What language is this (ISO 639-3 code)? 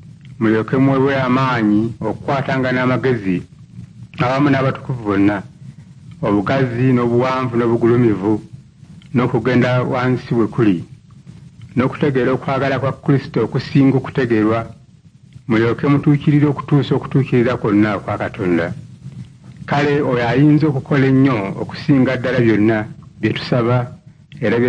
lug